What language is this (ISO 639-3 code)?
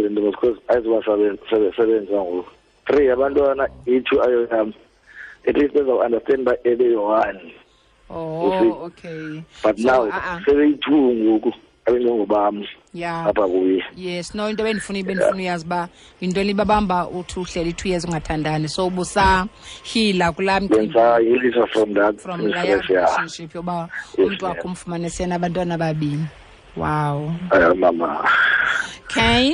xho